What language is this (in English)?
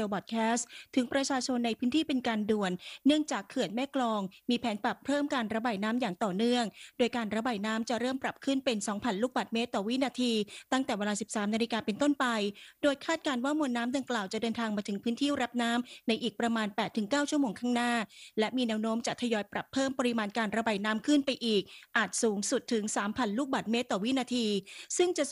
Thai